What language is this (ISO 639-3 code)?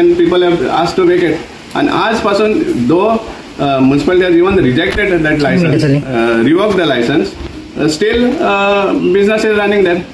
kok